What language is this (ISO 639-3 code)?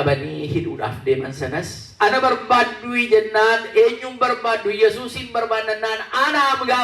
orm